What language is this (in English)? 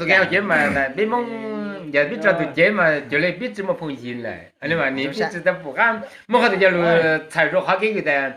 Hmong